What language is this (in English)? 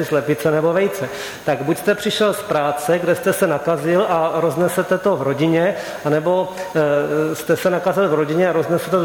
Czech